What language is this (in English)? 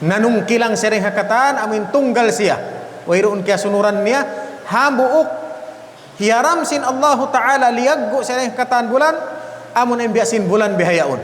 Tausug